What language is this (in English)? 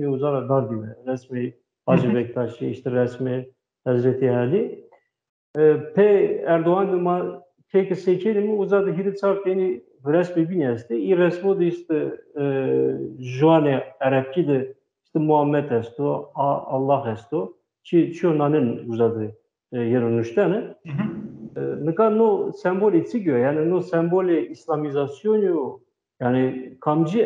Zaza